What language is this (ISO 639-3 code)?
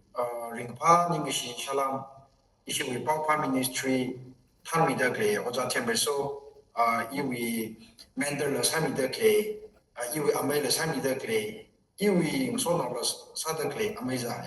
nmf